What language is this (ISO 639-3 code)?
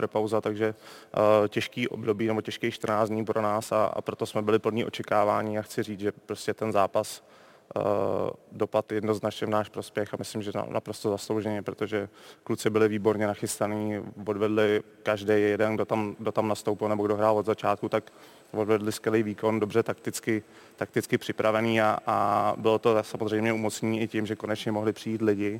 ces